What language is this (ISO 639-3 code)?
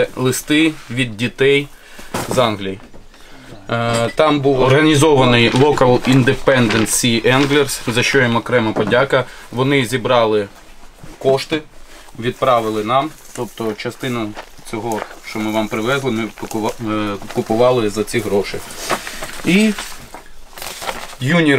ukr